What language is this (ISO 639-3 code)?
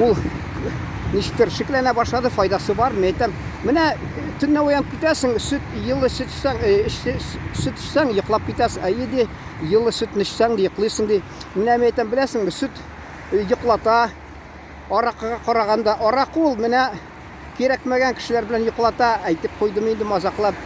tat